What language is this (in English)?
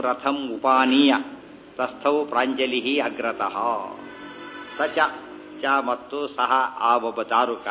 Kannada